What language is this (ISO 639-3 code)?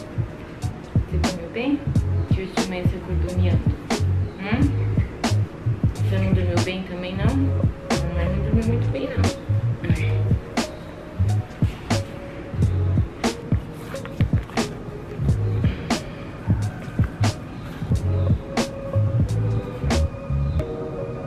por